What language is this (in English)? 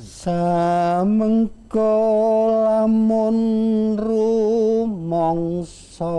Javanese